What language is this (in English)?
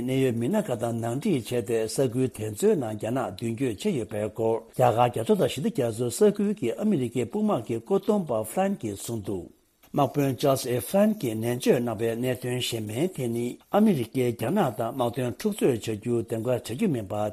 Tibetan